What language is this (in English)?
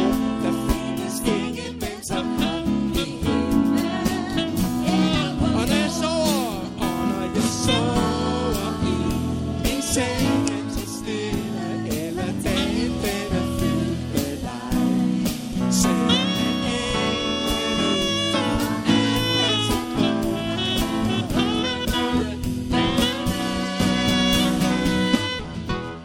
Danish